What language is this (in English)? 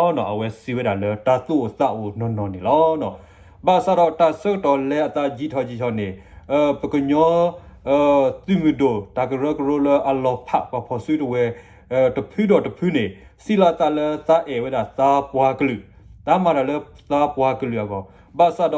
S'gaw Karen